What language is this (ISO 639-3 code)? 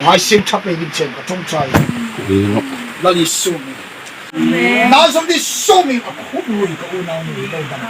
hmr